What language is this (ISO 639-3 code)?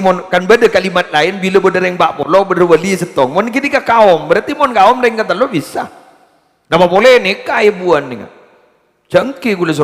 mad